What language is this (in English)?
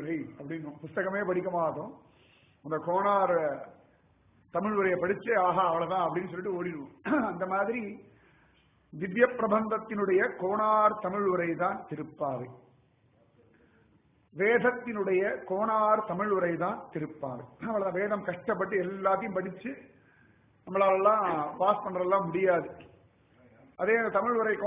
Tamil